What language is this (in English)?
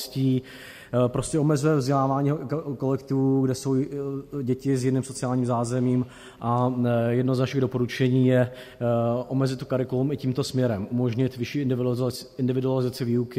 Czech